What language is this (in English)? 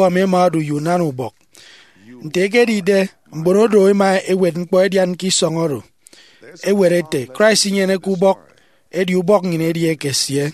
Efik